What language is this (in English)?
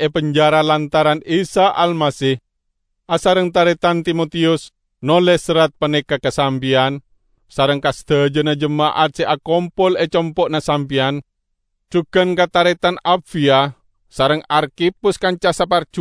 Madurese